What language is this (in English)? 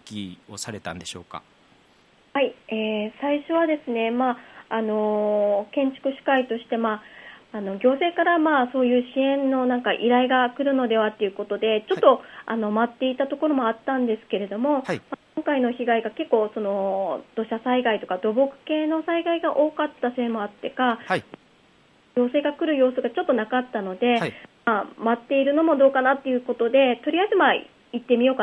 Japanese